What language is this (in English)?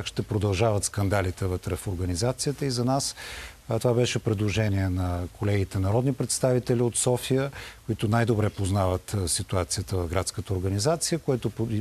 Bulgarian